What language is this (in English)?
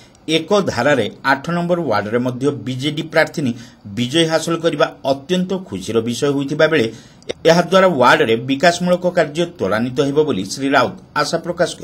Odia